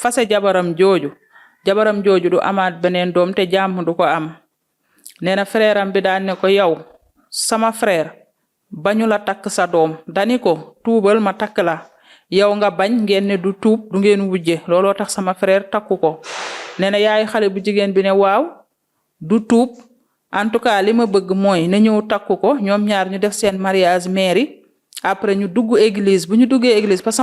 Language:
Wolof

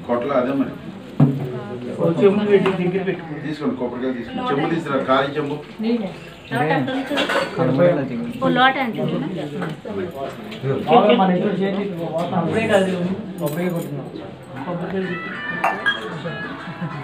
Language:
Telugu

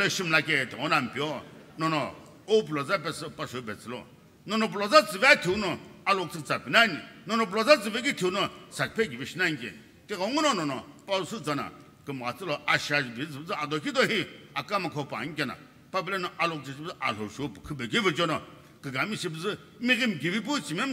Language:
Sumi Naga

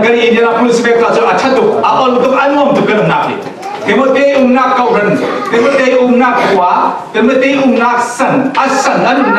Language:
Falam Chin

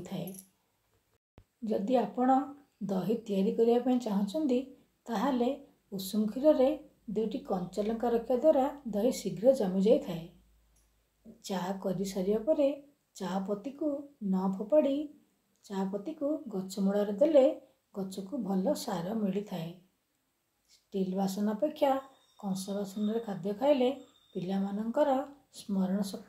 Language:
Odia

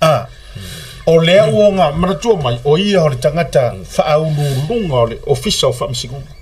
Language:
Samoan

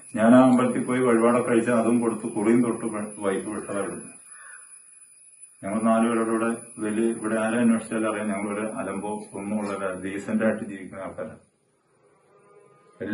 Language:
Malayalam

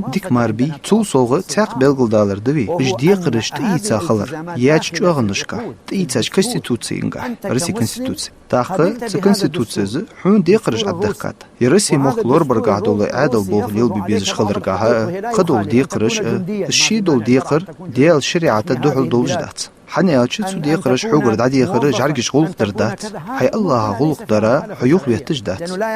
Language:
Ingush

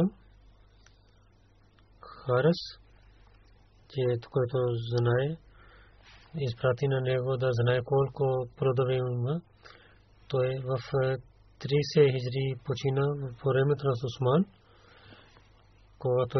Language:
Bulgarian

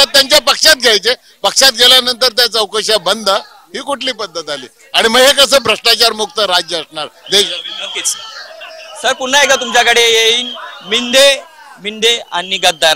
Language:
Marathi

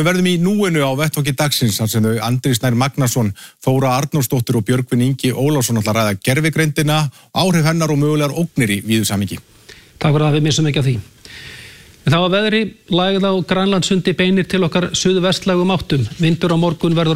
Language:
Icelandic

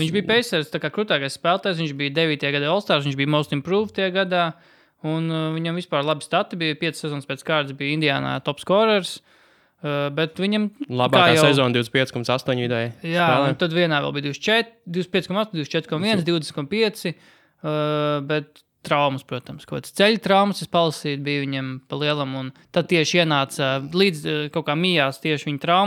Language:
Latvian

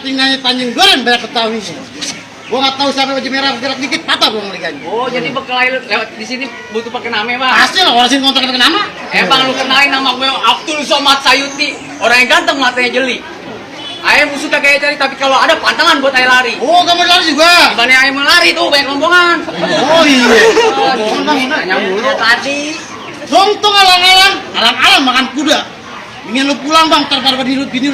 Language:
Betawi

